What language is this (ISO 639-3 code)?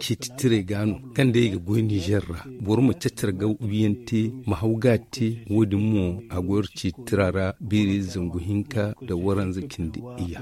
dje